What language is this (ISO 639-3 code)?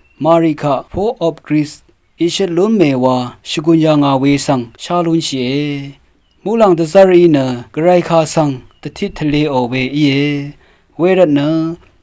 raw